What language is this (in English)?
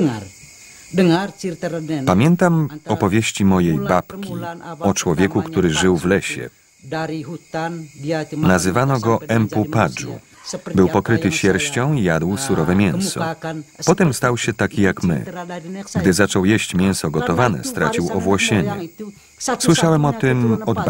Polish